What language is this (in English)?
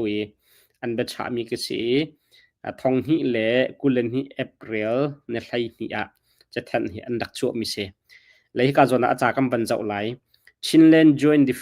Hakha Chin